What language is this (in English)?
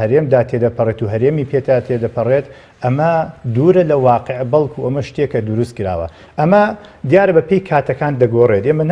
Central Kurdish